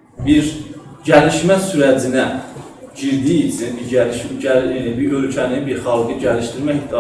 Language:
South Azerbaijani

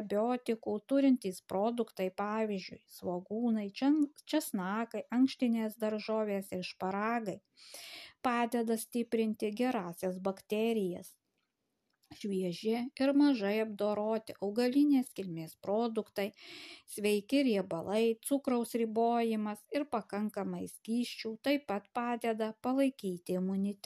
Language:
Lithuanian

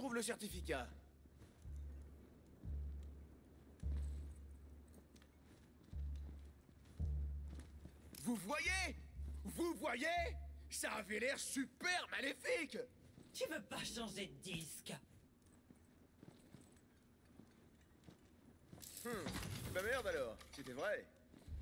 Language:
French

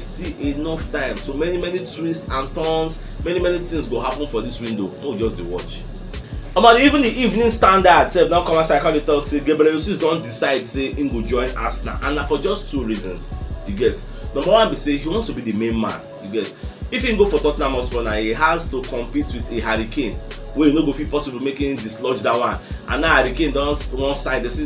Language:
Nigerian Pidgin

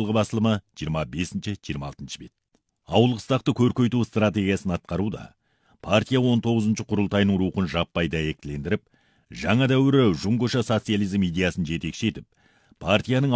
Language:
Kazakh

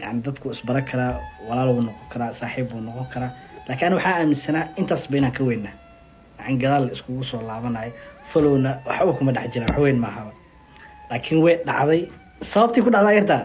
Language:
Somali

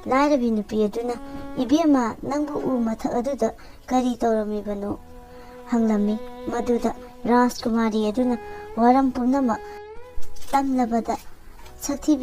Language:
Manipuri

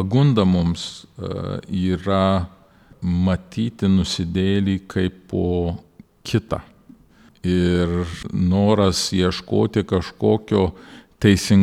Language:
Lithuanian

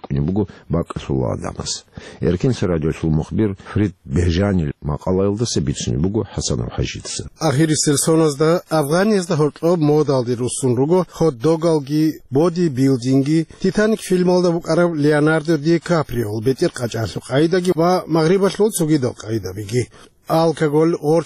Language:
Avaric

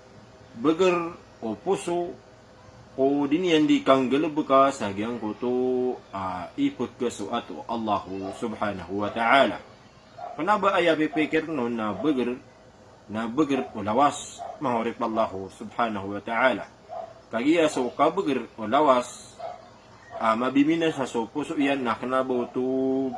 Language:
Maranao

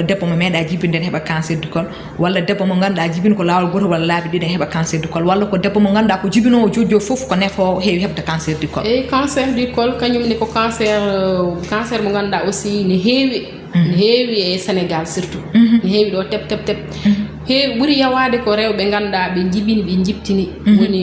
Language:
Fula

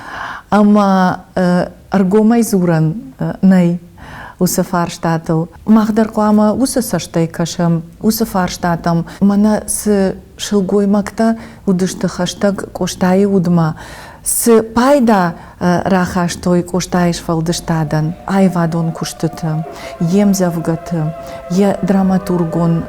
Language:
Ossetic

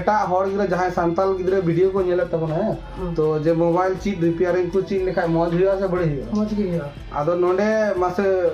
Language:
Santali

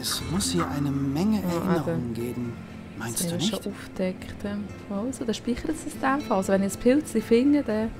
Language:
Swiss German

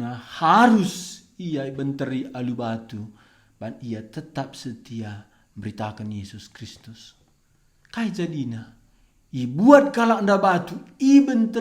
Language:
Batak Karo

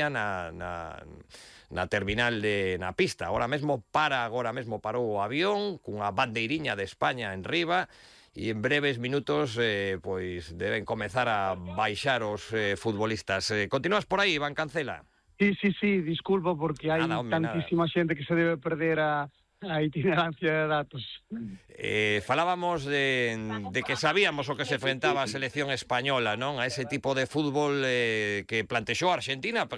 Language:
Galician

